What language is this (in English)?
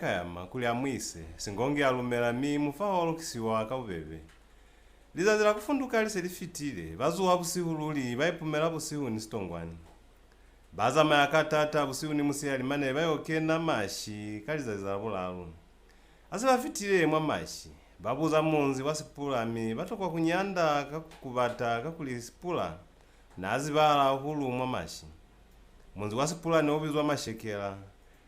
Lozi